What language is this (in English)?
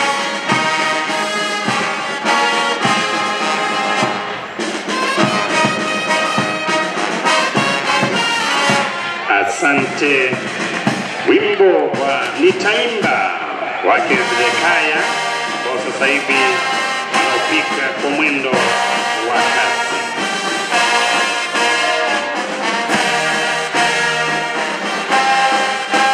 Swahili